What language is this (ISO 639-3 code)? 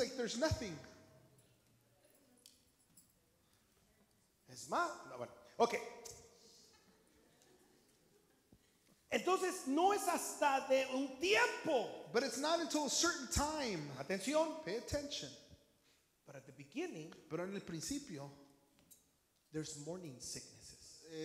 spa